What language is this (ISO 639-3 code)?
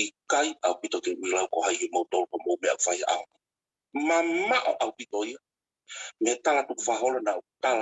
ton